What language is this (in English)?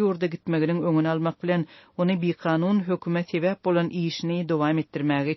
Turkmen